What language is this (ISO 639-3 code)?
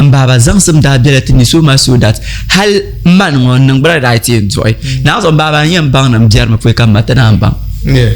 dag